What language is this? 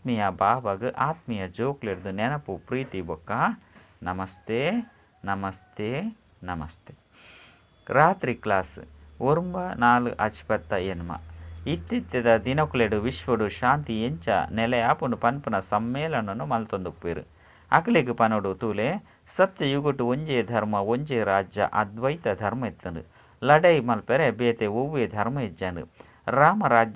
Tulu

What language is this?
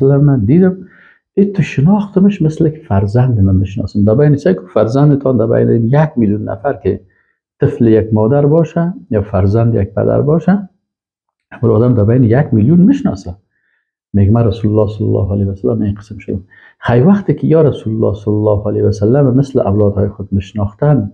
Persian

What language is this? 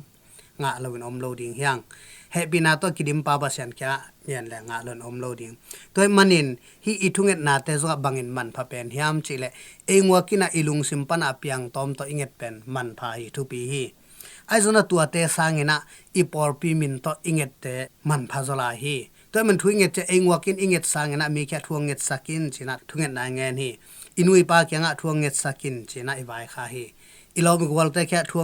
Tedim Chin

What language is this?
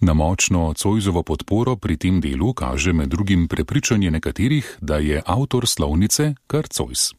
Slovenian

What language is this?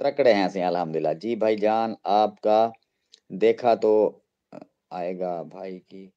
Saraiki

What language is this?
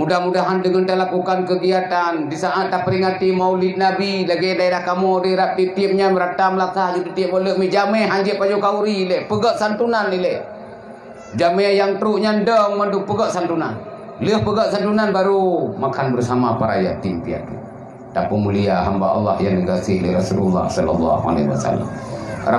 Achinese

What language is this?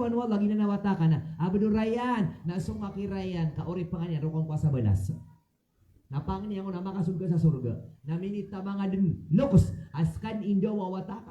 Maranao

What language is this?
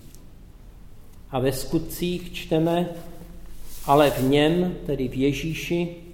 Czech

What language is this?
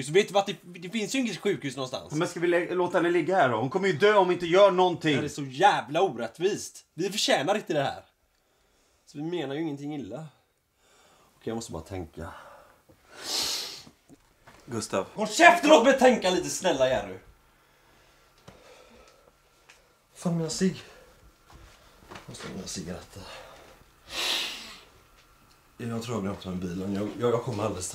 Swedish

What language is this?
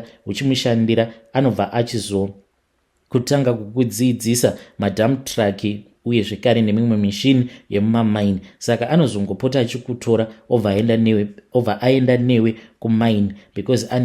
Shona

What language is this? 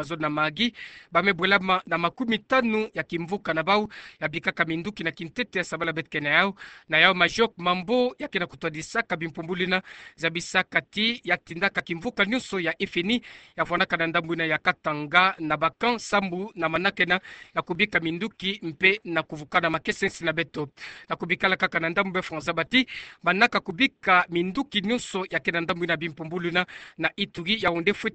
Kituba (Democratic Republic of Congo)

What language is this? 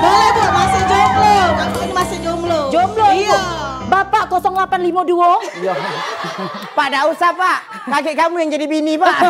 Musi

